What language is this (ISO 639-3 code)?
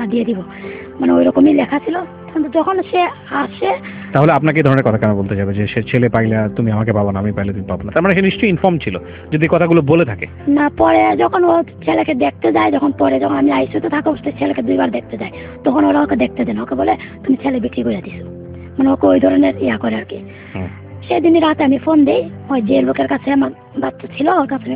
ben